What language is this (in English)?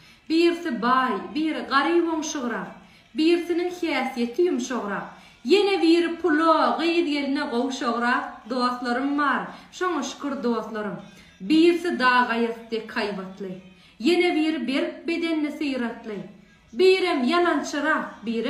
Turkmen